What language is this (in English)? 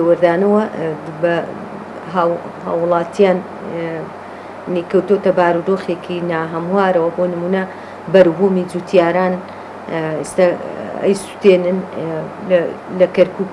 Central Kurdish